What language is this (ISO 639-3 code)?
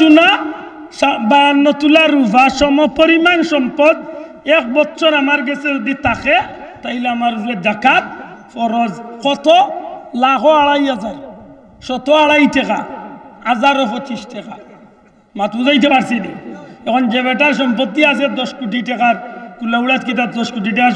syl